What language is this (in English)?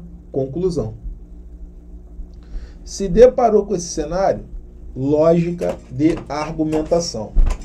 Portuguese